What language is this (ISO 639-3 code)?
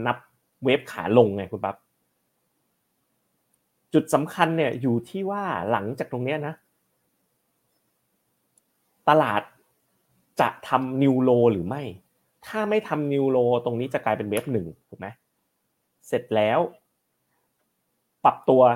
tha